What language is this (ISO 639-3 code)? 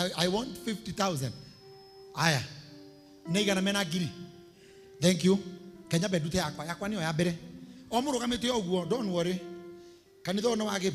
kik